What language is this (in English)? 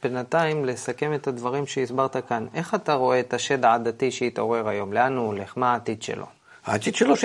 Hebrew